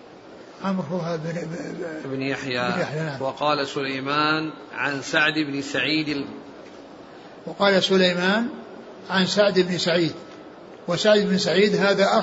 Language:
Arabic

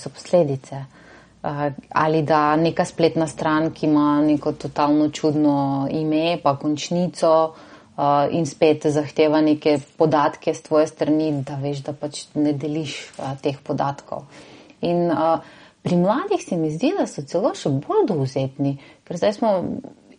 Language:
Slovenian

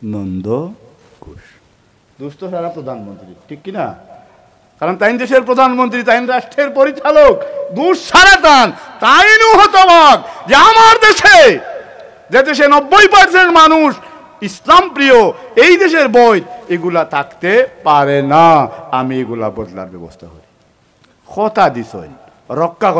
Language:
Sylheti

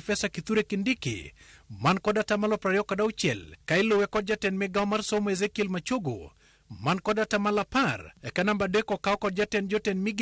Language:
Luo (Kenya and Tanzania)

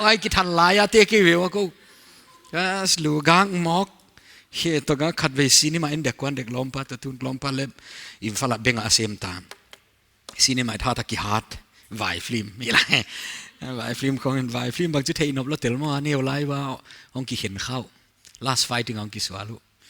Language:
Paite Chin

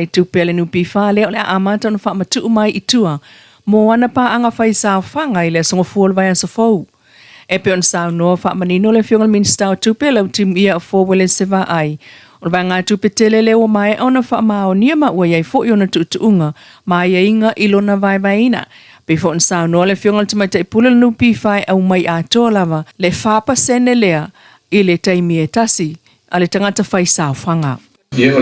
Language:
Samoan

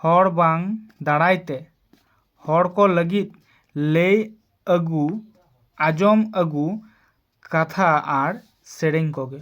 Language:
Santali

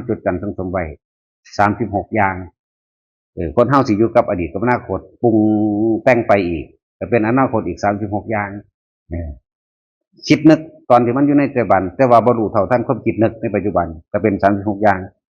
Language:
Northeastern Thai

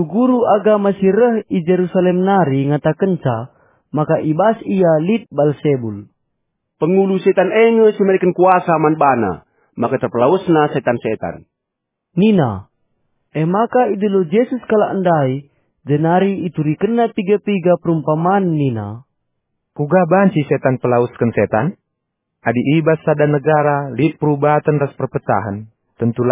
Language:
Batak Karo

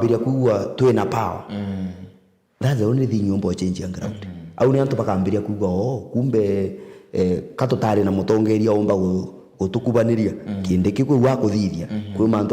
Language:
Meru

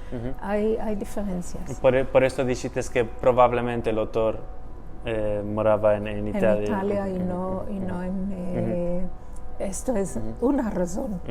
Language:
Ladino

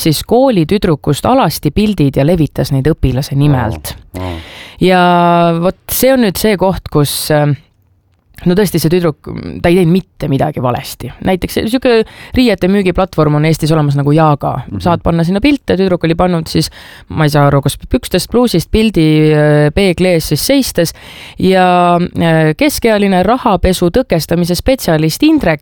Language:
Estonian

